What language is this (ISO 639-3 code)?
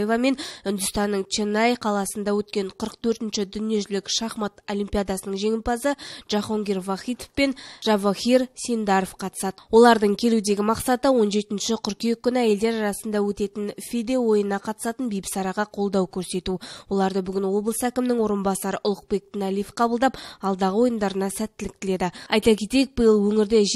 kaz